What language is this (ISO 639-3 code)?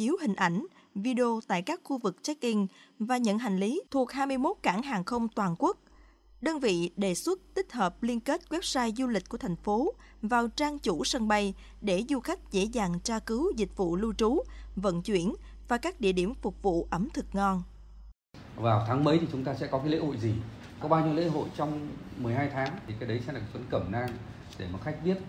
vie